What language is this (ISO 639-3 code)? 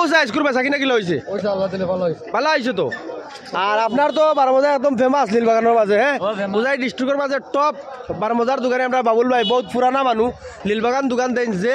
syl